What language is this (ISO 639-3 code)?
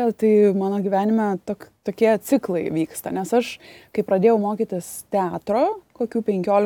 lit